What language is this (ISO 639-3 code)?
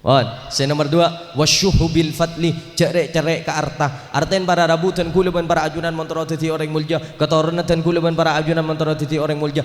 mad